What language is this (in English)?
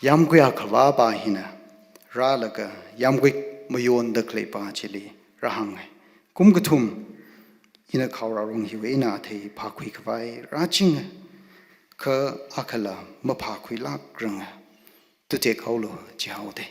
Tangkhul Naga (India)